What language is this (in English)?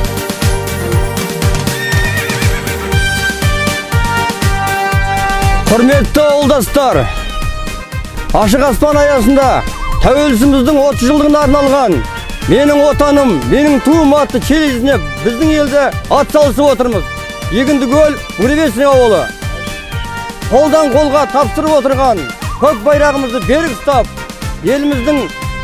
Kazakh